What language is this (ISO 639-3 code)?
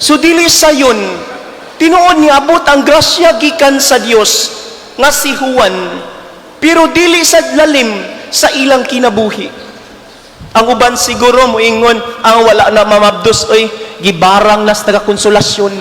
ceb